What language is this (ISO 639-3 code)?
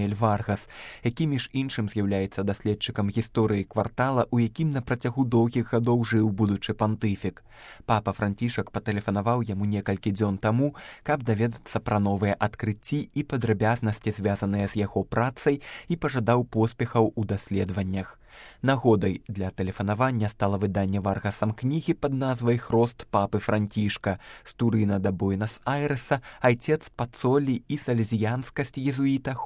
bel